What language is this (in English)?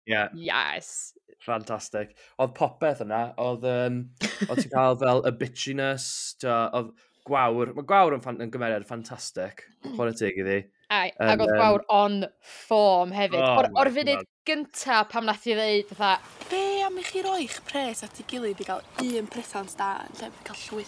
Welsh